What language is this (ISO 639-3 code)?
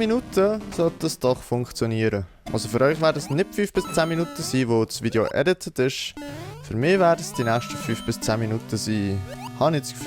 gsw